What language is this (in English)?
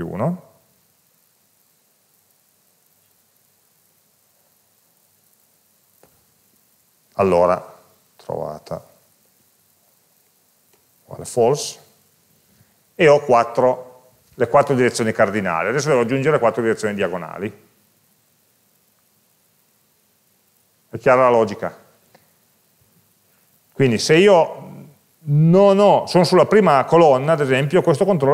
Italian